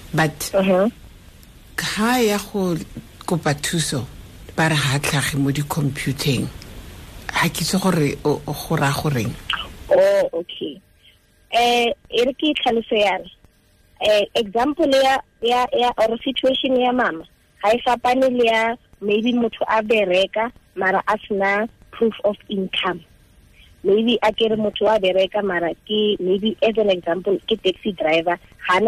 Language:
Tswana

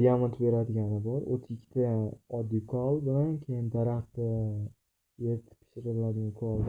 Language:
Uzbek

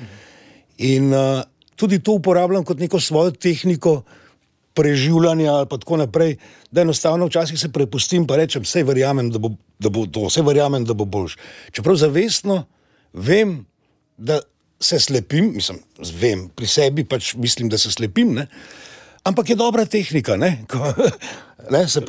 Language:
Slovenian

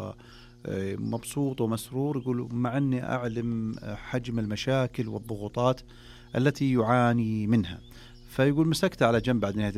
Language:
Najdi Arabic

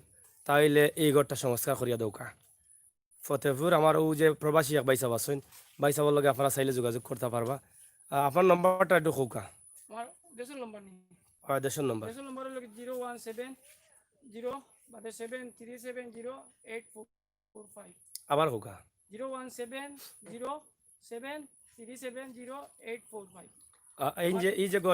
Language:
Sylheti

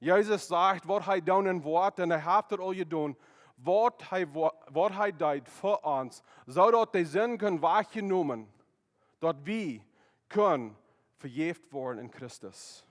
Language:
Plautdietsch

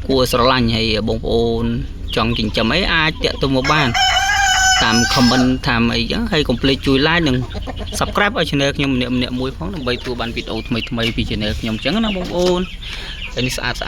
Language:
Khmer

